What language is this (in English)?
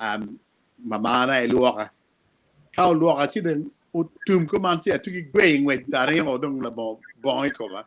Acoli